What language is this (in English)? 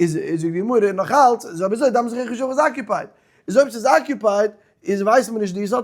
Yiddish